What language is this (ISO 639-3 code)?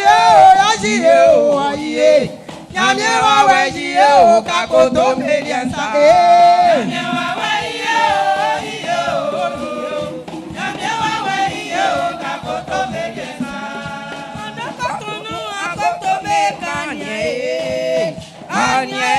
bci